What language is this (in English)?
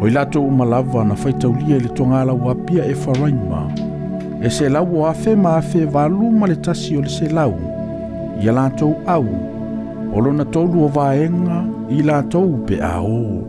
Samoan